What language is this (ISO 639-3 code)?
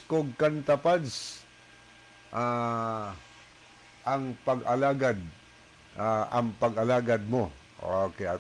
ceb